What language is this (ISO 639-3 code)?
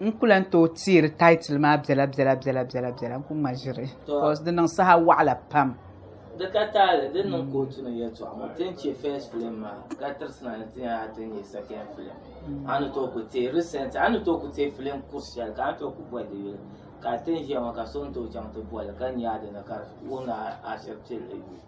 dag